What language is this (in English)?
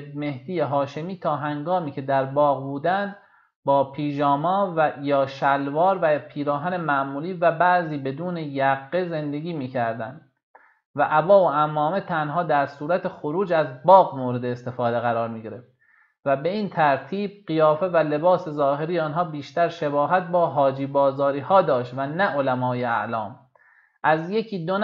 Persian